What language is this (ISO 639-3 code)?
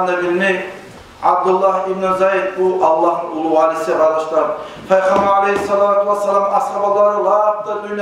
kum